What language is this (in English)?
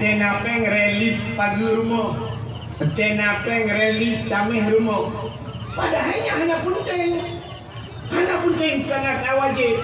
Achinese